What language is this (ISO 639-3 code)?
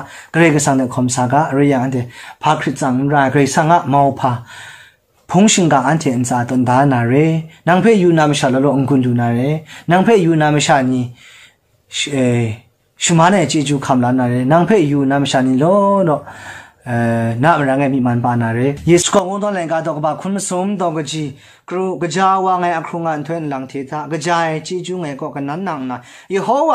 kac